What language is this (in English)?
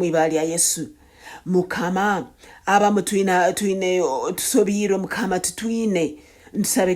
Nyankole